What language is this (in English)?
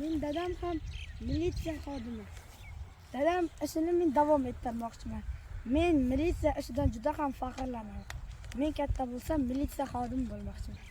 Uzbek